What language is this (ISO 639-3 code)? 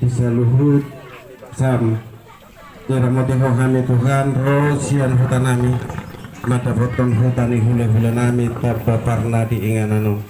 bbc